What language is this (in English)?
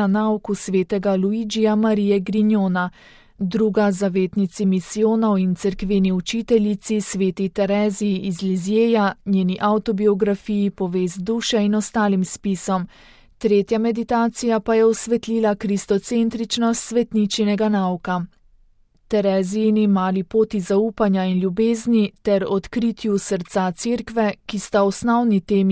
Slovenian